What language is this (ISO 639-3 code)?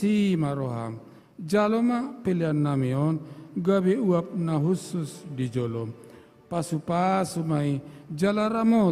bbc